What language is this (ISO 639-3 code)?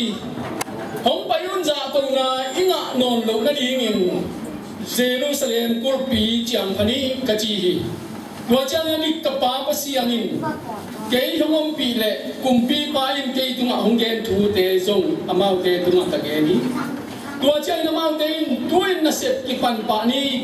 ctd